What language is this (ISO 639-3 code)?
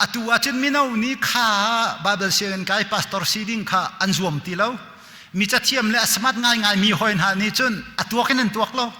cnh